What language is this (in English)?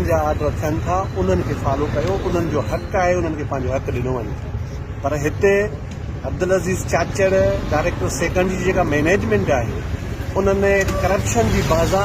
Sindhi